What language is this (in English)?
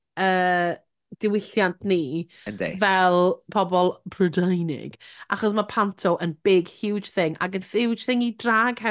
Welsh